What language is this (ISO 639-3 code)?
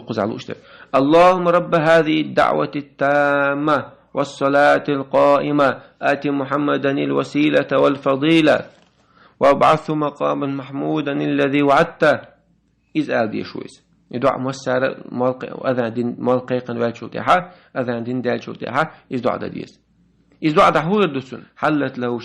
che